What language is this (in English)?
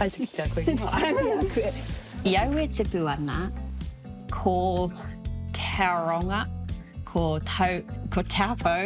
Māori